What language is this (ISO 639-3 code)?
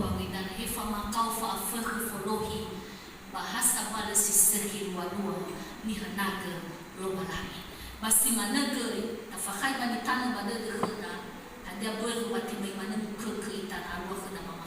nia